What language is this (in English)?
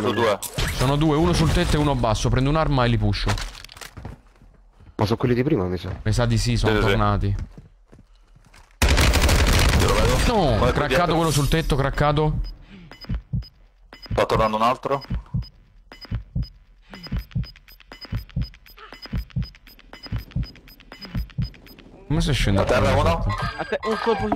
Italian